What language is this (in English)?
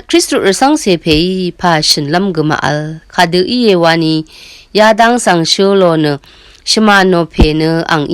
Rawang